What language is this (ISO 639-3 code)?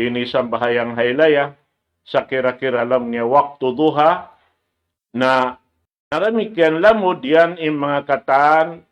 tsg